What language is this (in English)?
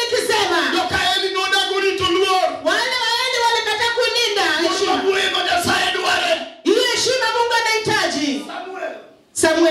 Luo (Kenya and Tanzania)